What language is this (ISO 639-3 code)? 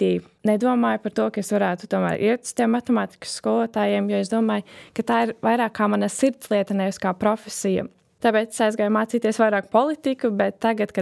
lav